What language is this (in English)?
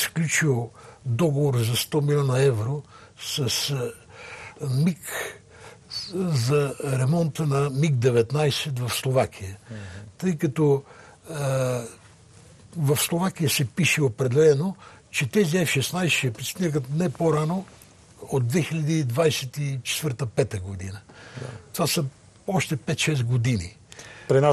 Bulgarian